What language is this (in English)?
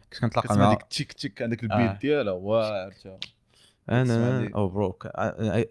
Moroccan Arabic